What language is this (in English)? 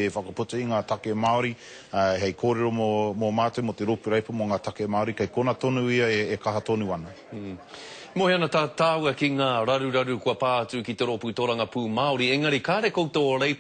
Māori